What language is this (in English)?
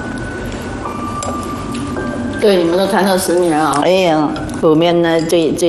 Chinese